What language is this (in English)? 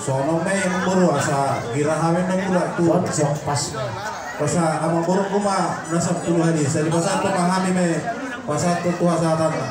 Batak Toba